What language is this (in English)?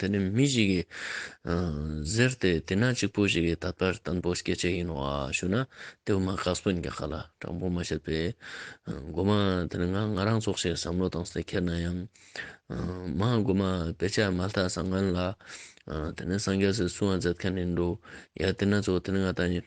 Ladakhi